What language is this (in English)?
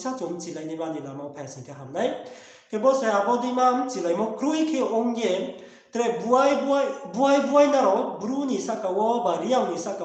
Riang (India)